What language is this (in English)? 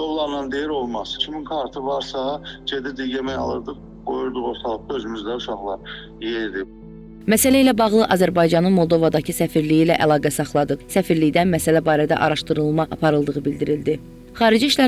Azerbaijani